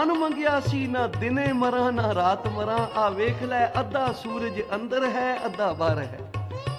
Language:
Punjabi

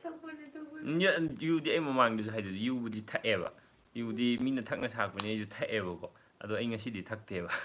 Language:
Manipuri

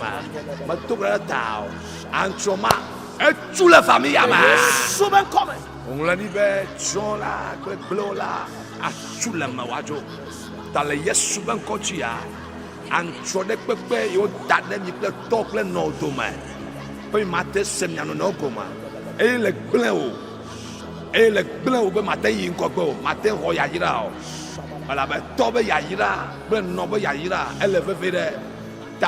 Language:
Ewe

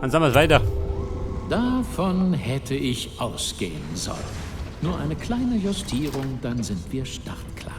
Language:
Bavarian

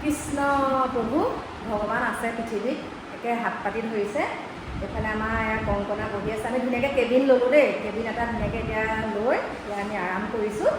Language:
Assamese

